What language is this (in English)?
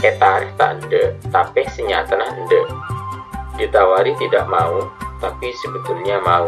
Madurese